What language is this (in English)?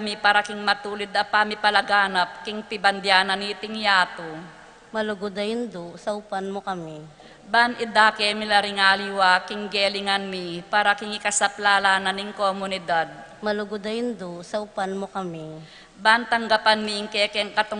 Pampanga